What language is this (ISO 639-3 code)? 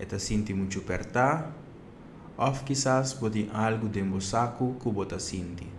pap